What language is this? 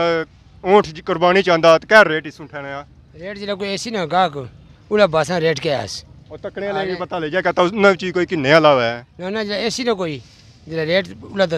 Pahari-Potwari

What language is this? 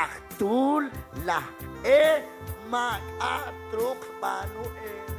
Kekchí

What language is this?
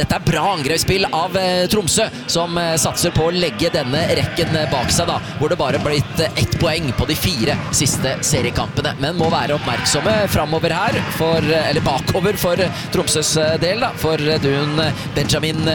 Norwegian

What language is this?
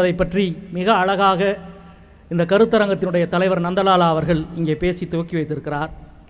Tamil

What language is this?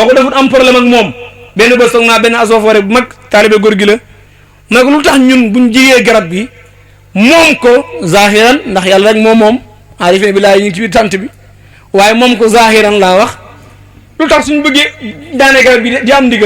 Wolof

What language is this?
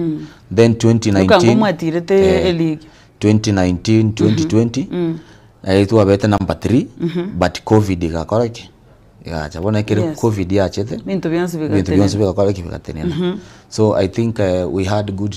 Gusii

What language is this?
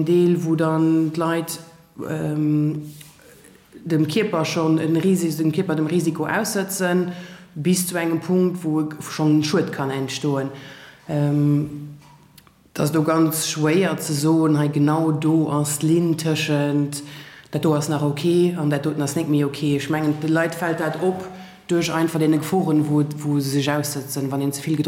Luxembourgish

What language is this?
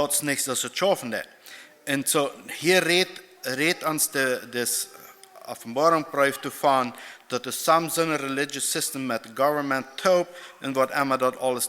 Plautdietsch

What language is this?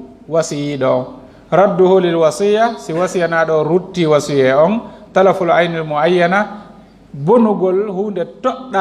Fula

